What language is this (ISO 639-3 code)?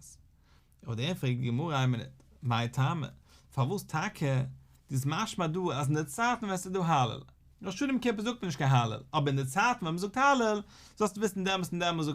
yid